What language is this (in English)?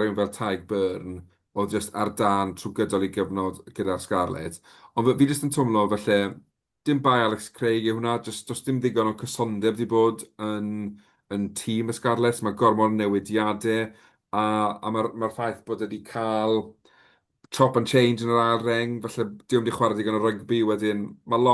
Welsh